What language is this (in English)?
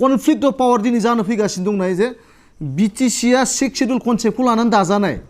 Bodo